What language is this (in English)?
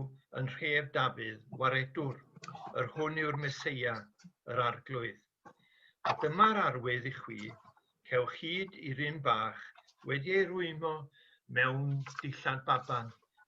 Welsh